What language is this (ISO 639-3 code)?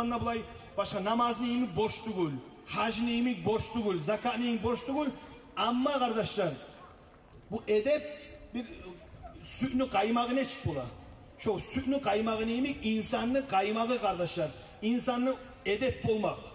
kum